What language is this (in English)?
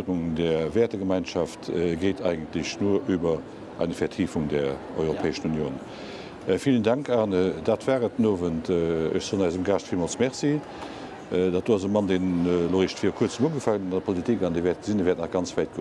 Luxembourgish